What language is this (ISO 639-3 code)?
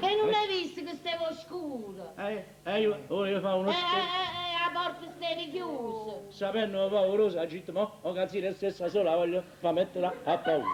nap